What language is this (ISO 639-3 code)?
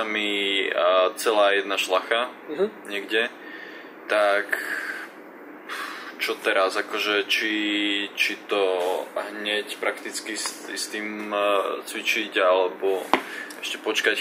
slk